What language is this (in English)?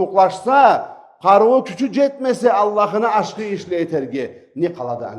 Karachay-Balkar